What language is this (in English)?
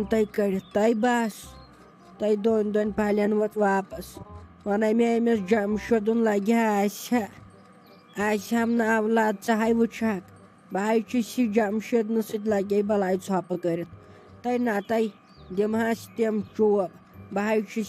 Kashmiri